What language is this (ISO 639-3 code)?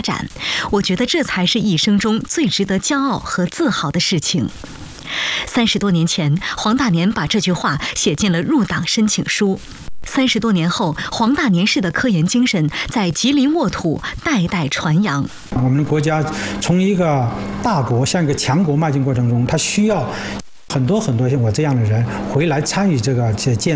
zho